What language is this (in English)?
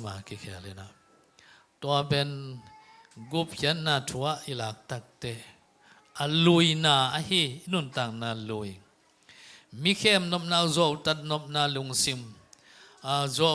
Tedim Chin